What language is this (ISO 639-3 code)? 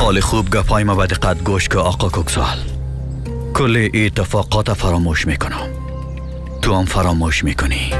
fas